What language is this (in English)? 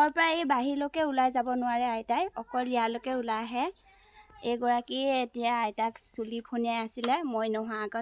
Assamese